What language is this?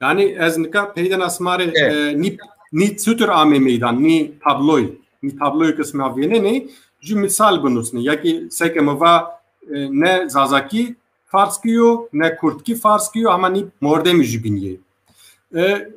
Zaza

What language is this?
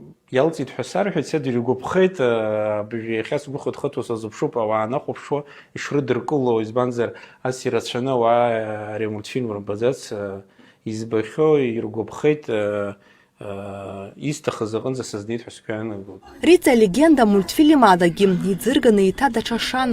Abkhazian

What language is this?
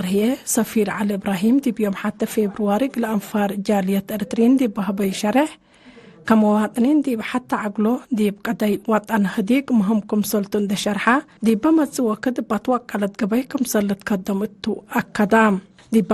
Tigre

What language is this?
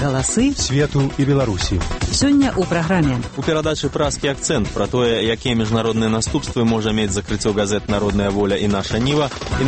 Belarusian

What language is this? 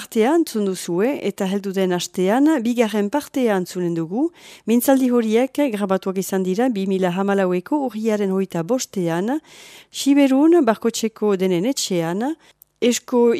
Basque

